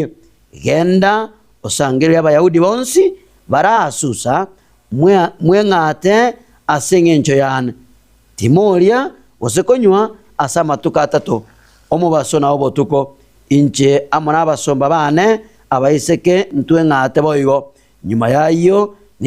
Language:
Gusii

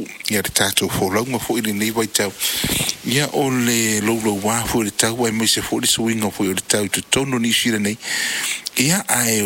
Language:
Samoan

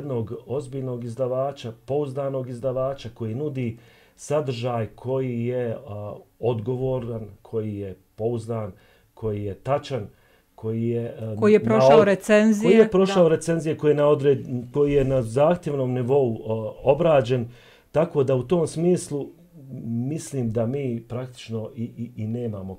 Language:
Bosnian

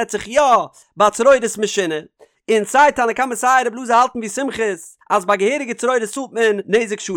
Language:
Yiddish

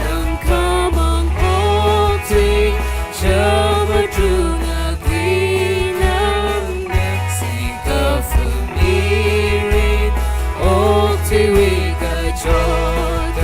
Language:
Tangkhul Naga (India)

